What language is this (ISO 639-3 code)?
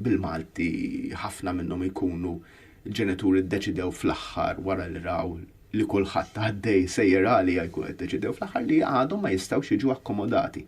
mlt